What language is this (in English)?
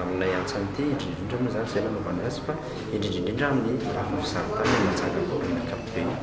Malagasy